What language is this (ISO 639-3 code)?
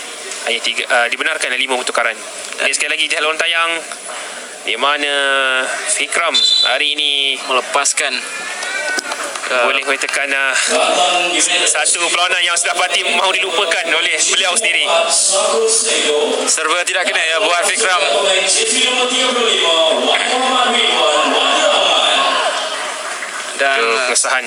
msa